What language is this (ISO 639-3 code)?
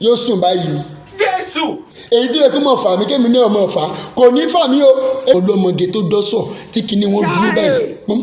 yor